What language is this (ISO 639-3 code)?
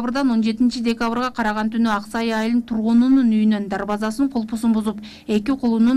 kir